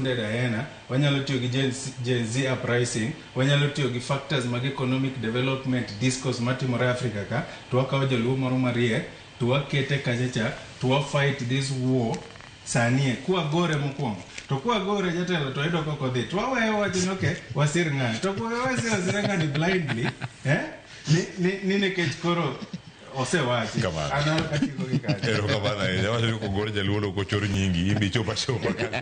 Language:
Luo (Kenya and Tanzania)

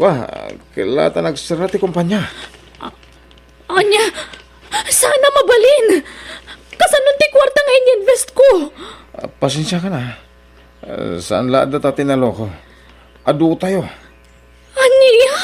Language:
Iloko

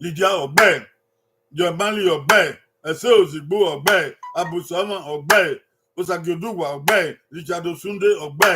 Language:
Bini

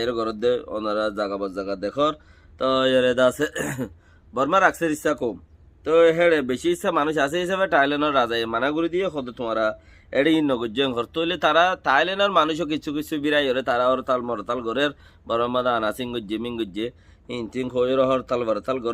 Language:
Rohingya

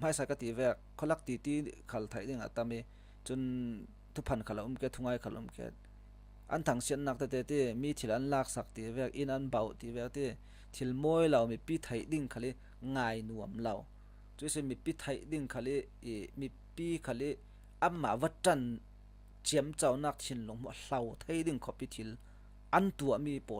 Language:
Falam Chin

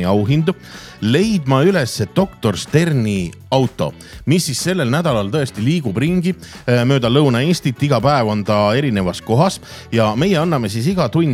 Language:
Estonian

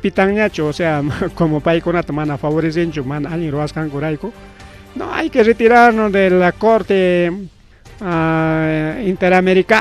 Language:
Ayacucho Quechua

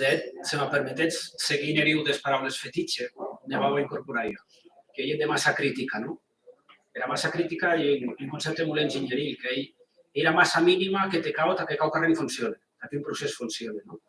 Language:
Occitan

